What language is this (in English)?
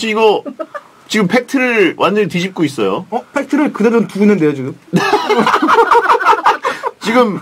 Korean